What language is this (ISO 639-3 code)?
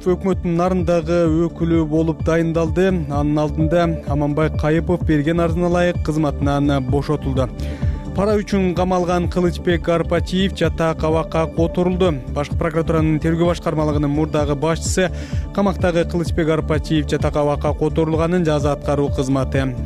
kir